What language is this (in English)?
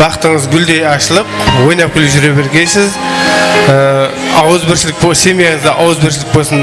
Kara-Kalpak